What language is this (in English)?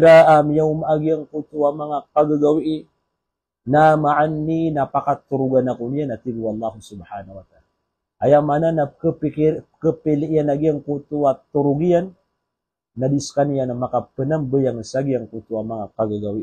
Maranao